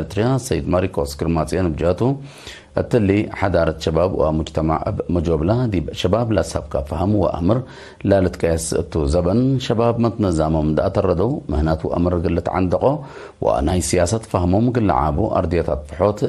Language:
Tigre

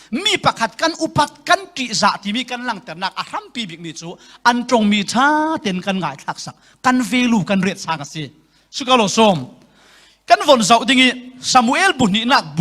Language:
Falam Chin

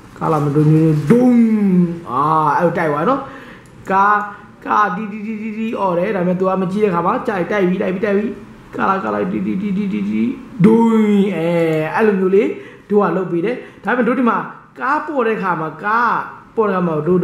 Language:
Burmese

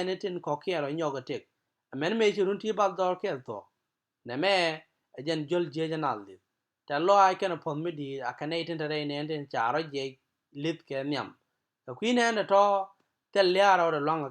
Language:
Nuer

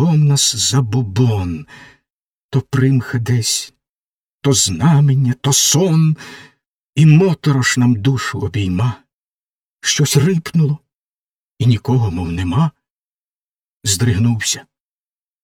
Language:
Ukrainian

